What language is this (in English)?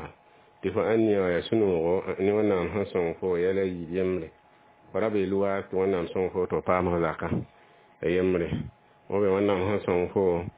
Mossi